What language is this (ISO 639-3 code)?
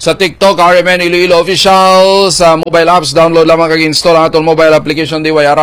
hil